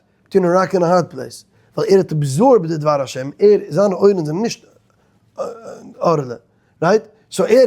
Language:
Yiddish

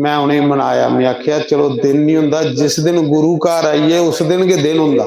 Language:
Dogri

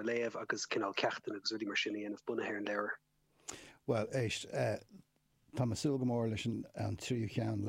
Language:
Irish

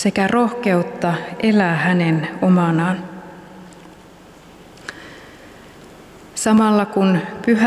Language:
Finnish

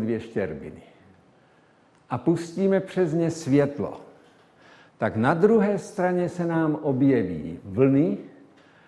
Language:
Czech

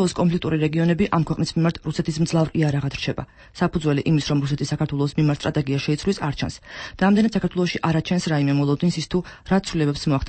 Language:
Georgian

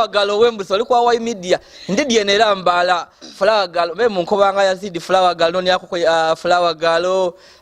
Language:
Soga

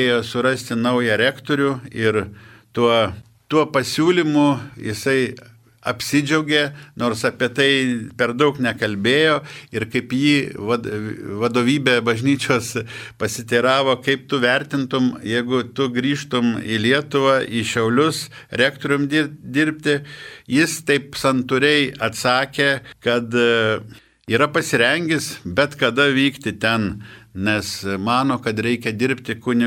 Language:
Lithuanian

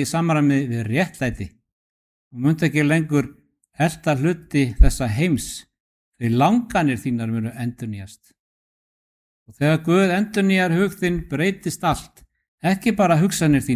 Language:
Icelandic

